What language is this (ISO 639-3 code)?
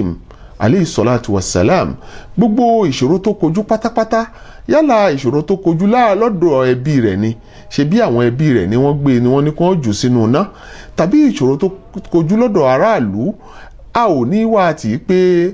yor